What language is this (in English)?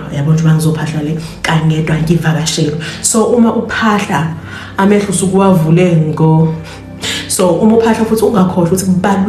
Zulu